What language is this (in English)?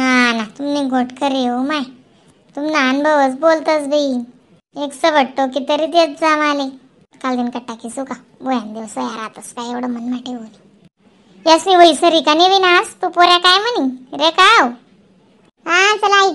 Khandesi